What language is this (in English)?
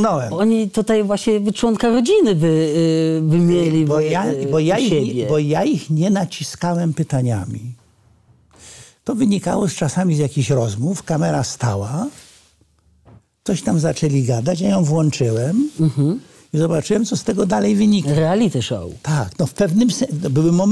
Polish